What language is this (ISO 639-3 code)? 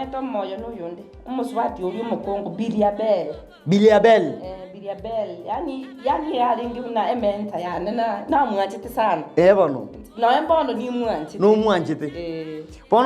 guz